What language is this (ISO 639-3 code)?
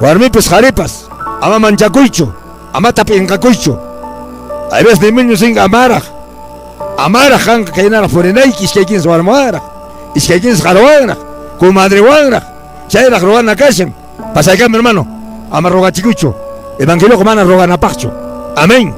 que